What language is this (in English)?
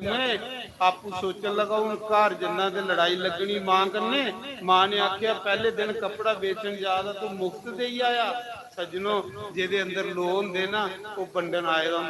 Dogri